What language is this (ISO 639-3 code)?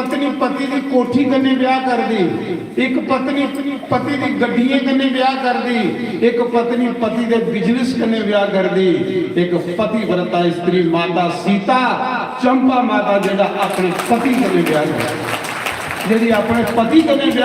doi